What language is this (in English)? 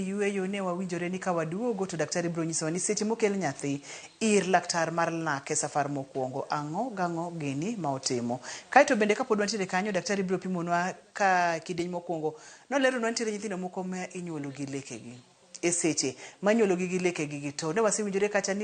Luo (Kenya and Tanzania)